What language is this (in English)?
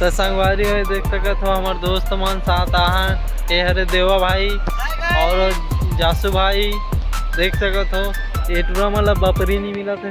Chhattisgarhi